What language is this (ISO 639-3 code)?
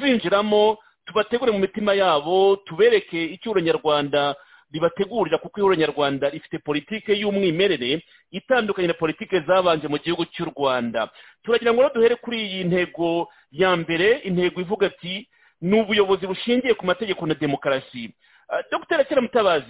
kin